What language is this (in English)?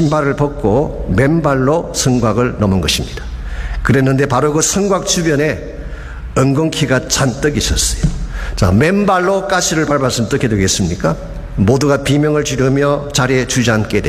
Korean